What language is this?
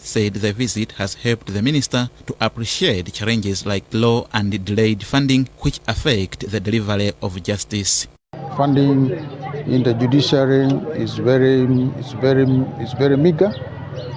English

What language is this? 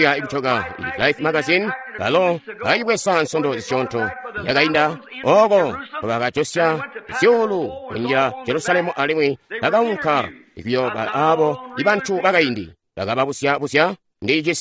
Tonga (Zambia)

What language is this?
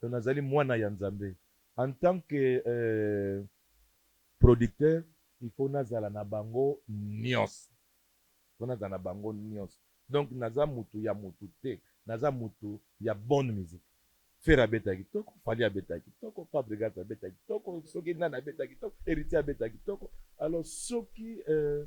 Lingala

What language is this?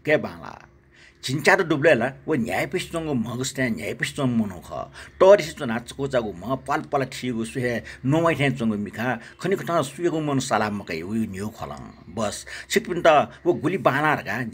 Newari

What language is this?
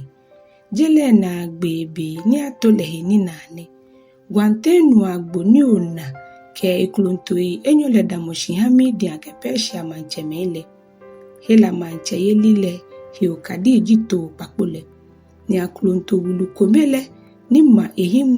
Ga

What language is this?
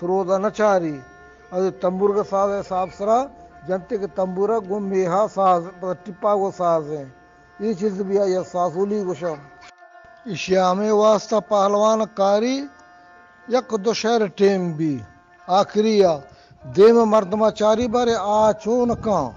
Eastern Balochi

